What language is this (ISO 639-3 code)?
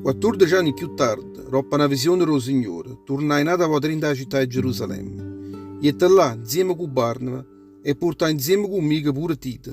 nap